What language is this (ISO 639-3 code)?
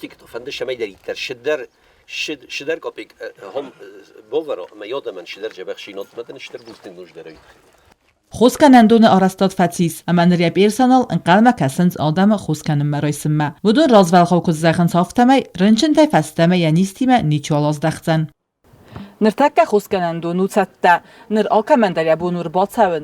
oss